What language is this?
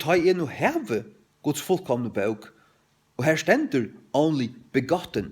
Faroese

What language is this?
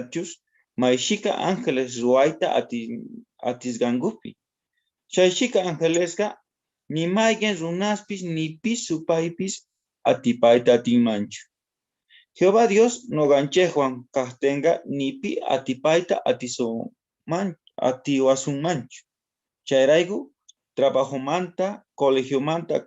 South Bolivian Quechua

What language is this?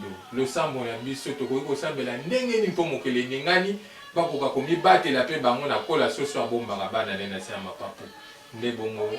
Lingala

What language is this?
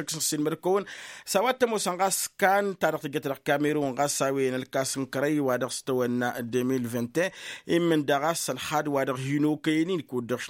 Tamasheq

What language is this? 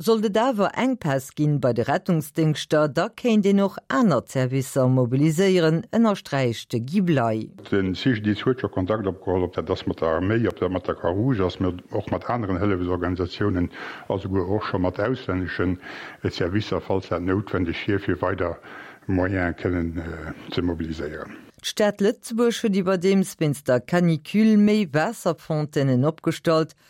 Luxembourgish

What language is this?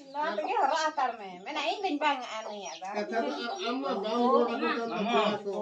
Santali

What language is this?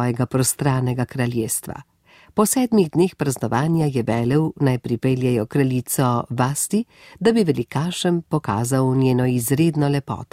Slovenian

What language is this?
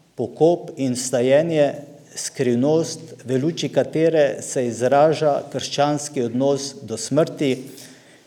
Slovenian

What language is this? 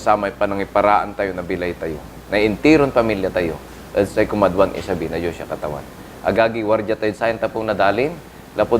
Pangasinan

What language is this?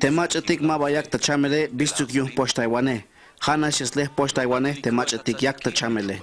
Tzeltal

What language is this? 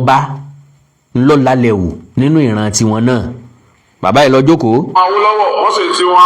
Yoruba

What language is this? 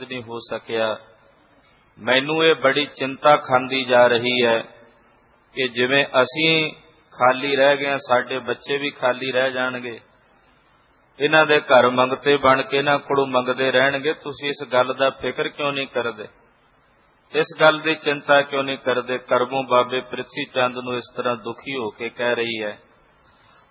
Punjabi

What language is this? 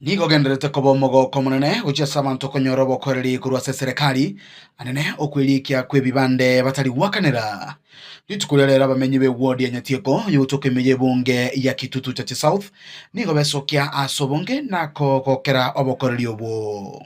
Gusii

